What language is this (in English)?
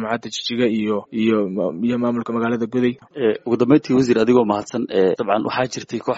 Somali